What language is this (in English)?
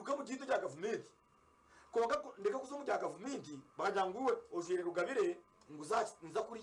Nyankole